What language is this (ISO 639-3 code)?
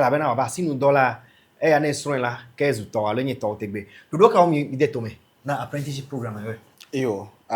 ewe